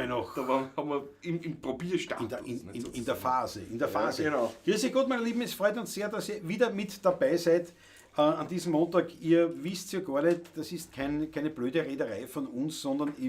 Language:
Bavarian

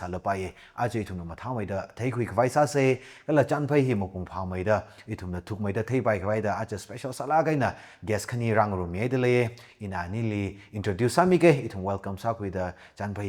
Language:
Tangkhul Naga (India)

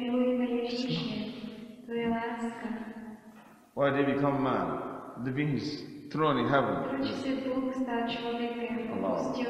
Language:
Czech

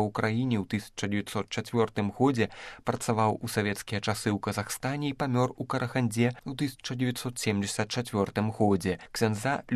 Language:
Belarusian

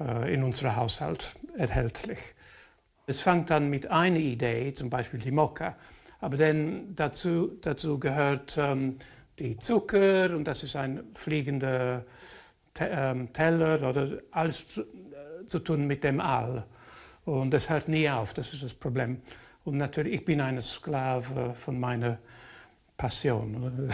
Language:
Romansh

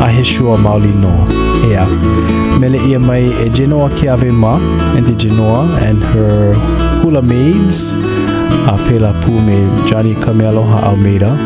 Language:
Hawaiian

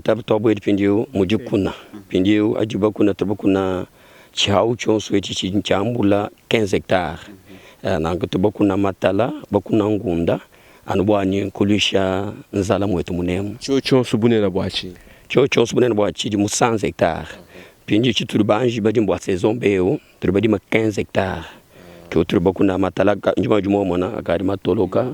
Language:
Luba-Lulua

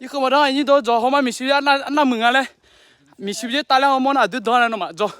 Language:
Akha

